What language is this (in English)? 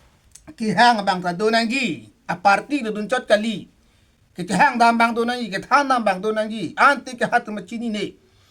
Karbi